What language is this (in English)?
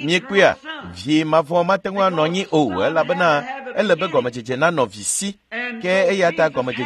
Ewe